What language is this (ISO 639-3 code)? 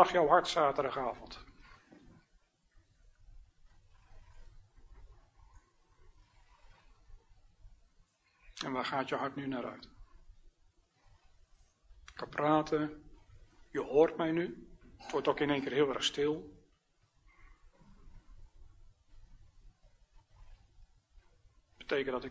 nld